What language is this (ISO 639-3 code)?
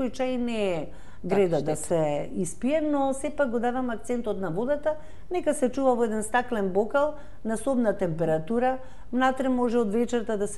mkd